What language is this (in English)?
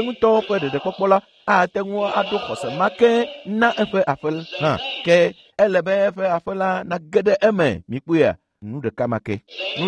Ewe